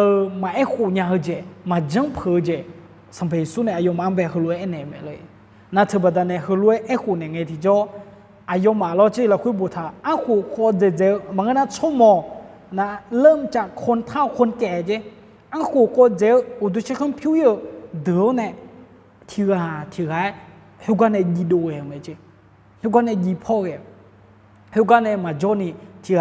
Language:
Akha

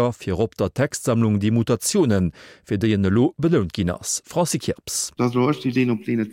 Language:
Luxembourgish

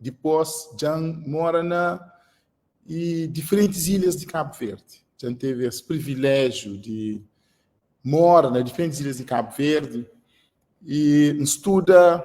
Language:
Kabuverdianu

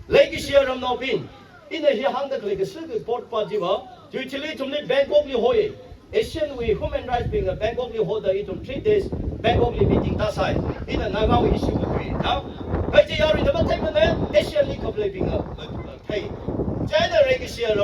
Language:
Tangkhul Naga (India)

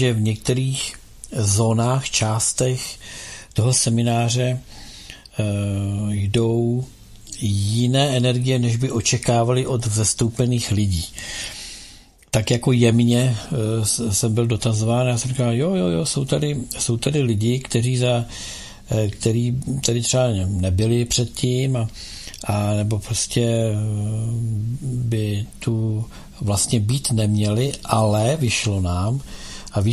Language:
Czech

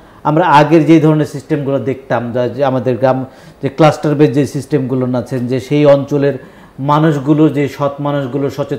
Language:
Bangla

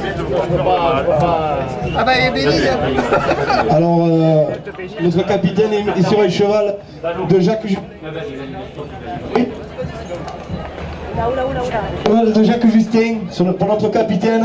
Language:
French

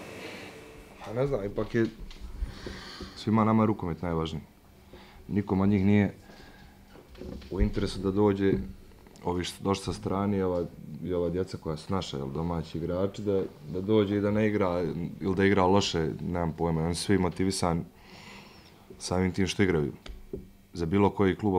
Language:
Bosnian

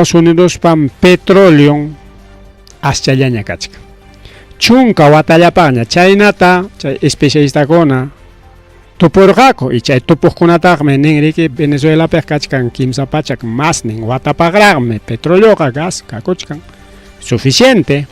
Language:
Ayacucho Quechua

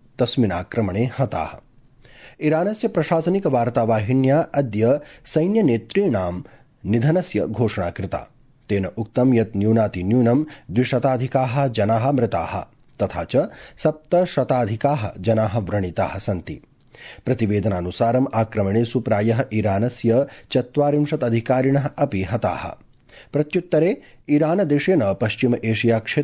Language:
Sanskrit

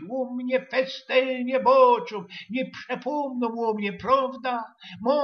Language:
Silesian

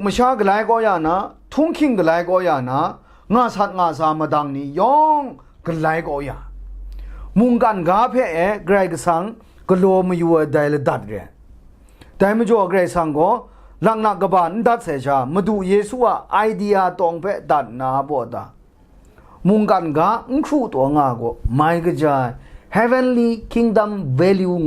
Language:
Kachin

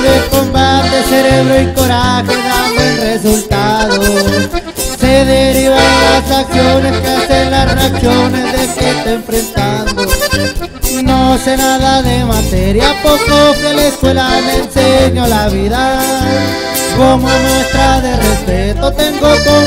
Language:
Spanish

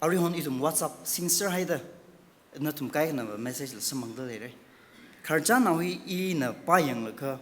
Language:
Tangkhul Naga (India)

